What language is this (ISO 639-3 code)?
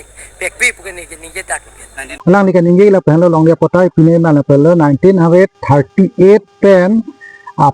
mjw